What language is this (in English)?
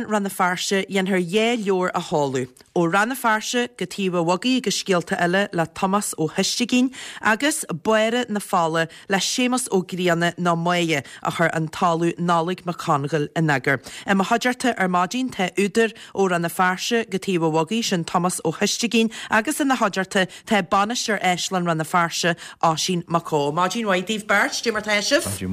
Irish